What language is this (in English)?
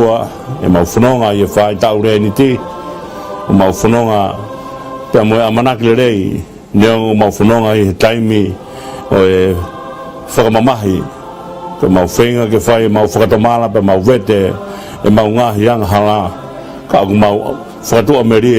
Tongan